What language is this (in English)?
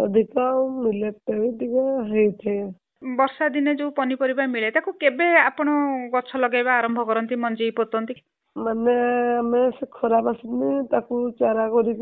Odia